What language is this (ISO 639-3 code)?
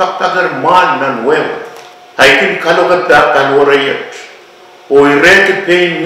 pon